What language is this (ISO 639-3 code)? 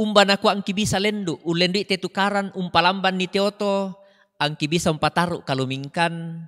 sda